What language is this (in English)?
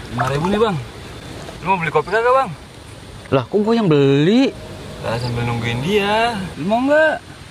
Betawi